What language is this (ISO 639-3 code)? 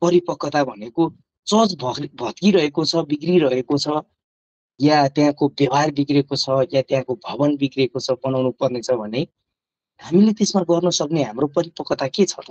nep